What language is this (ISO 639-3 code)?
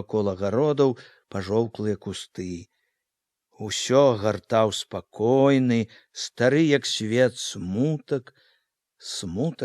bel